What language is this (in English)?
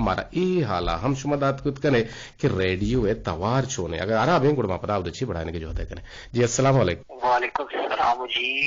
Eastern Balochi